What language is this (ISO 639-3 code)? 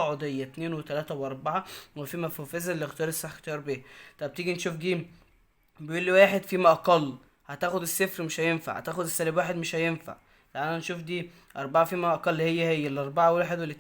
arz